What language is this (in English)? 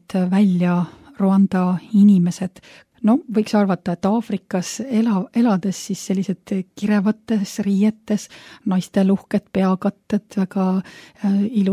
Estonian